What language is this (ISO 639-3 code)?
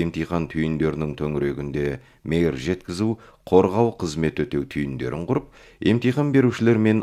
kaz